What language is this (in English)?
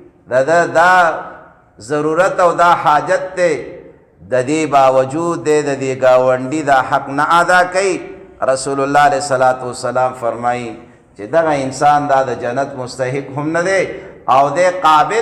Pashto